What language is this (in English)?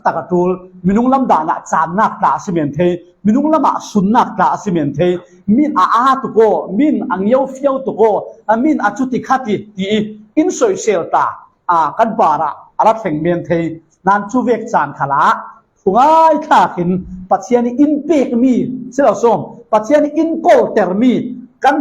Falam Chin